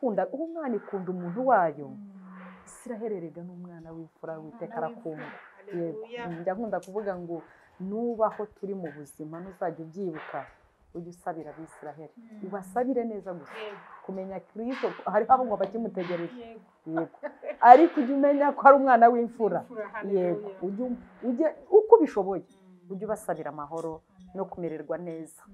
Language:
Kinyarwanda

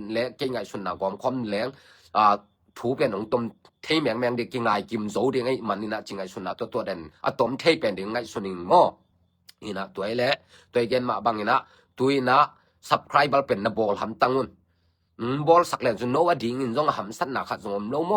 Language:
Tedim Chin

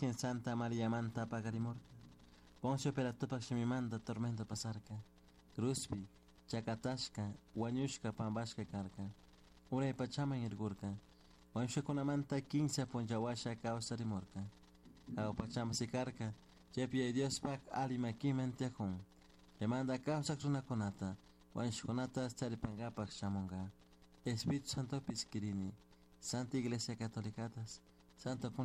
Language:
Chimborazo Highland Quichua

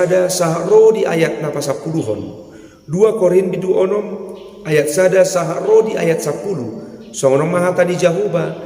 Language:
Batak Toba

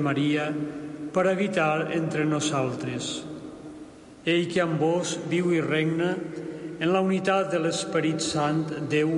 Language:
Catalan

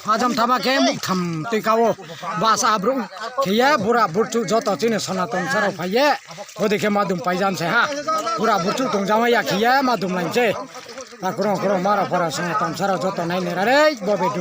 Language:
Riang (India)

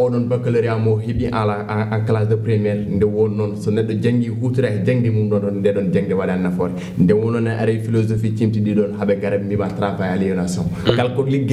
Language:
Fula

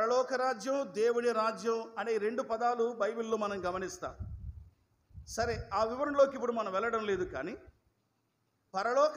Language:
Telugu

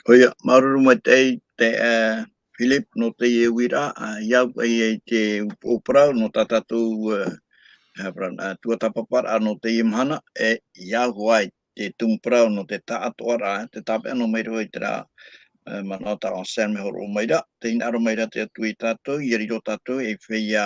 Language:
Tahitian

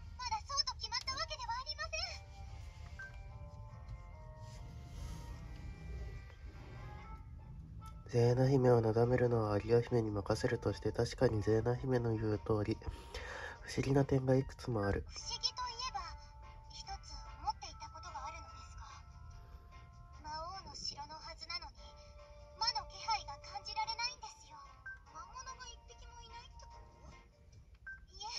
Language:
Japanese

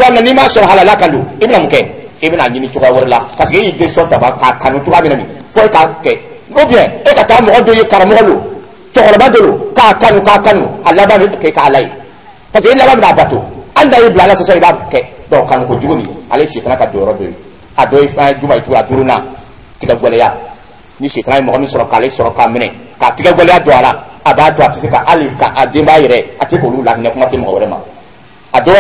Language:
Dyula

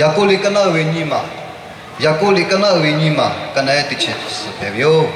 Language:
Lahu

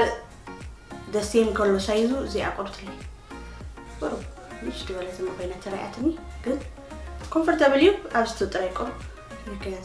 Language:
Tigrinya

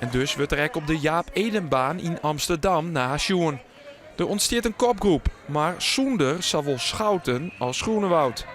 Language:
Western Frisian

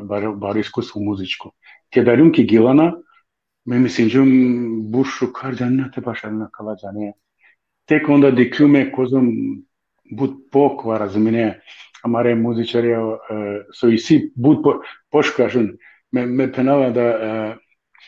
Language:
Balkan Romani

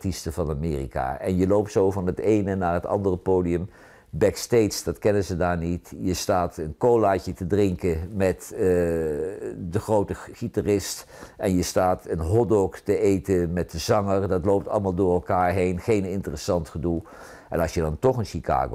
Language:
Dutch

